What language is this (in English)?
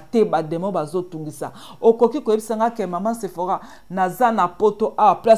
Lingala